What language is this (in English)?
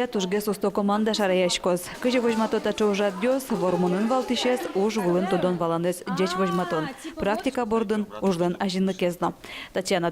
Udmurt